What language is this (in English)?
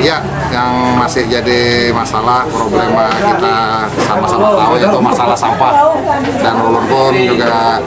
Banjar